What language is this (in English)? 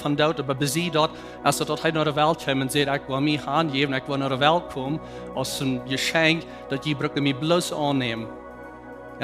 Plautdietsch